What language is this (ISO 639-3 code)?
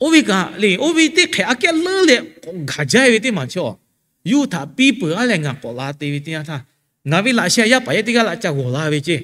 lhu